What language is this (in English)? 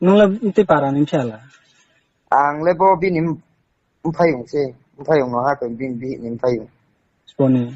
Riang (India)